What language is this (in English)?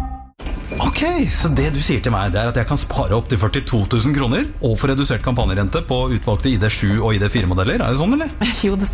Norwegian